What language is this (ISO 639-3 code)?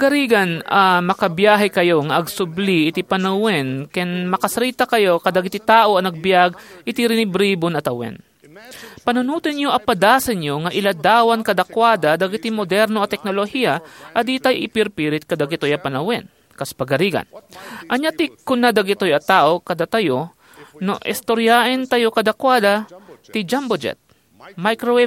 ilo